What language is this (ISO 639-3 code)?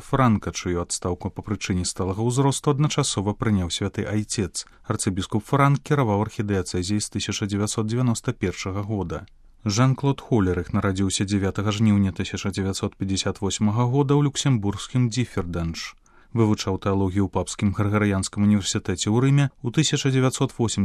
bel